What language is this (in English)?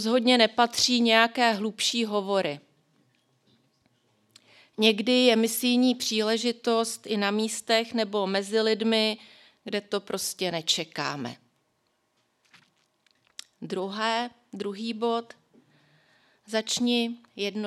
Czech